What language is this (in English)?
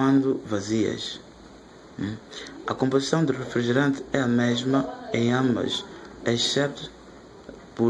Portuguese